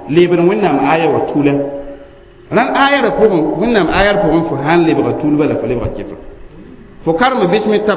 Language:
Mossi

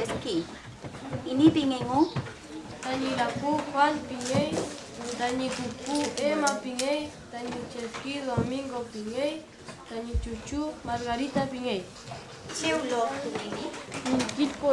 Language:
Mapuche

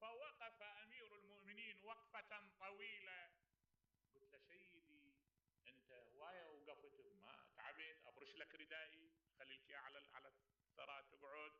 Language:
Mesopotamian Arabic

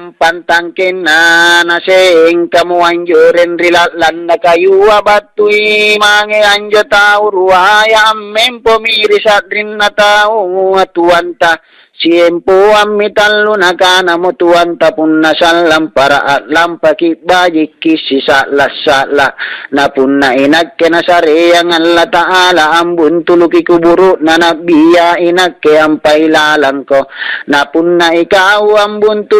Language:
Makasar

